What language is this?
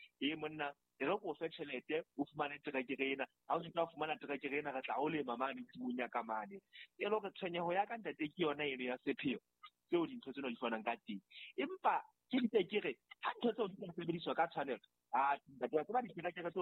Southern Sotho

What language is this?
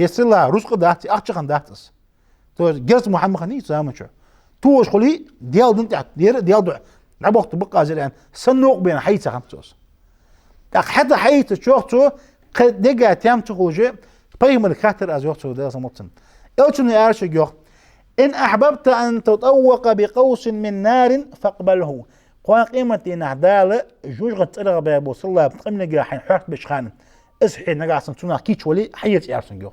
Ingush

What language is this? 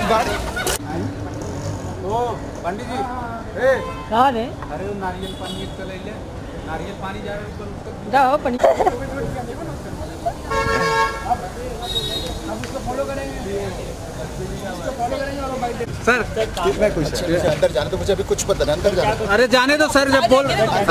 Hindi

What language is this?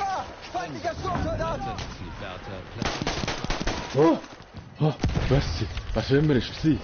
Swiss German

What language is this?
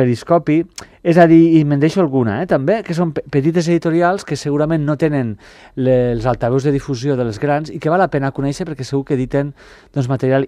Catalan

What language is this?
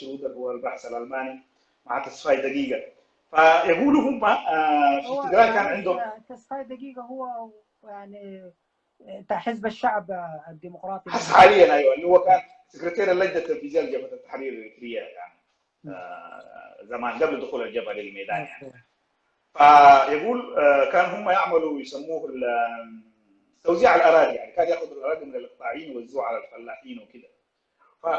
Sudanese Arabic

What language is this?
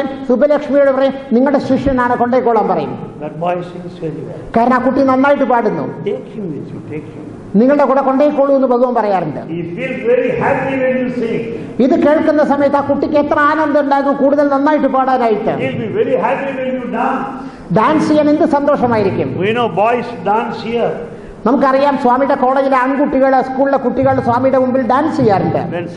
Malayalam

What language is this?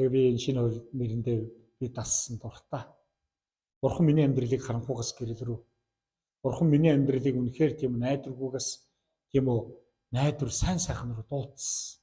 Mongolian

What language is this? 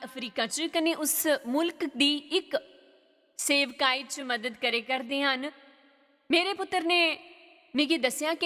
Dogri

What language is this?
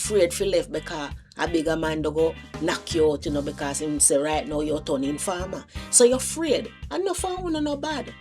Jamaican Creole English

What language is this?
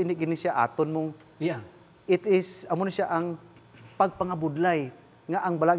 Hiligaynon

